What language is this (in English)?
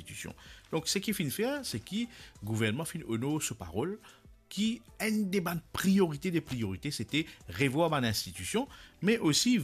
Morisyen